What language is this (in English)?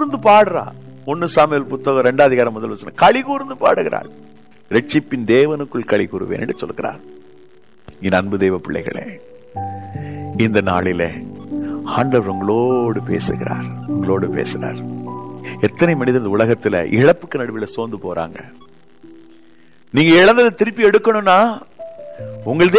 Tamil